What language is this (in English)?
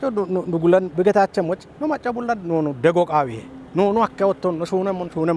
Kafa